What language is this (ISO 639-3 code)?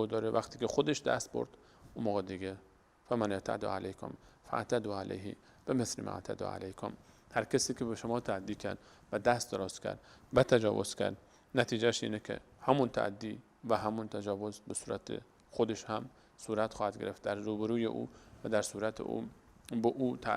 fas